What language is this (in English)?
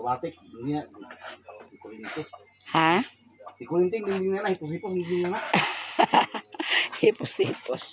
Cebuano